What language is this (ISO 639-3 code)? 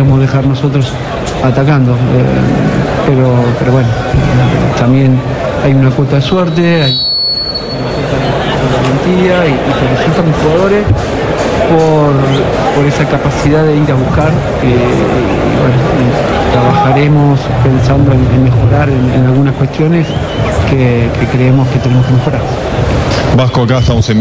spa